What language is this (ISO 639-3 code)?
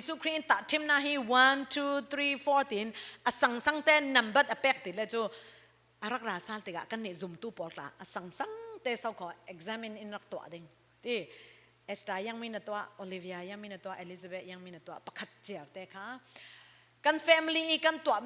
cfm